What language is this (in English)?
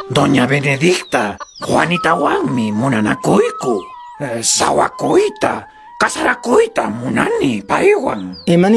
Quechua